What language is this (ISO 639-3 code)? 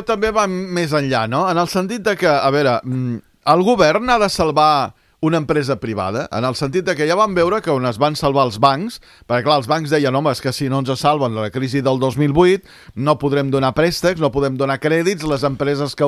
cat